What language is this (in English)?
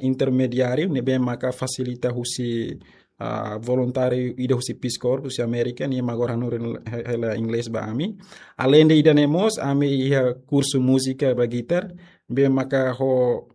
Tetum